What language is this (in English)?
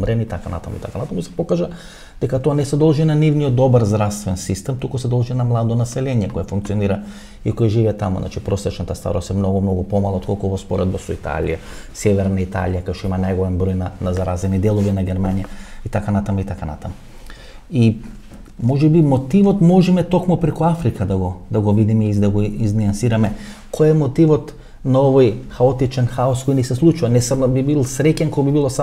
Macedonian